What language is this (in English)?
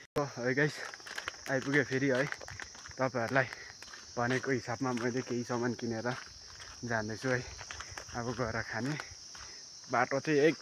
Nepali